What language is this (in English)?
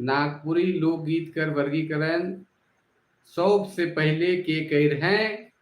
Sadri